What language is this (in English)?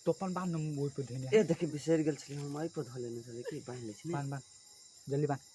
Maithili